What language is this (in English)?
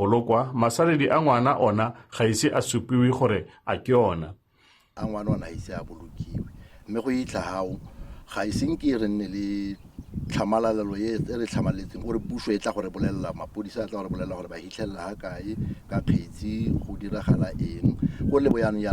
Tswana